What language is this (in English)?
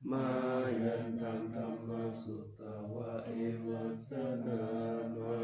Pali